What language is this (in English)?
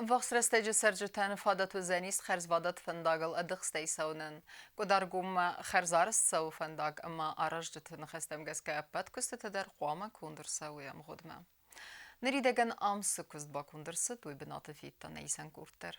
Ossetic